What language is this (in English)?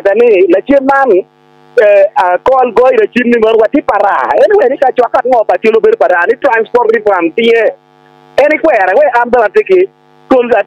Acoli